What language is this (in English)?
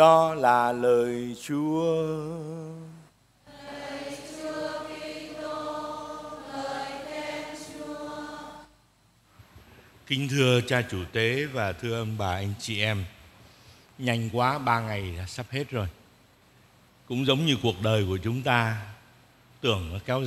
Vietnamese